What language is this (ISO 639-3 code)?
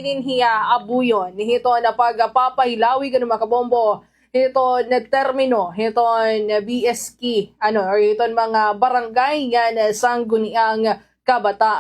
war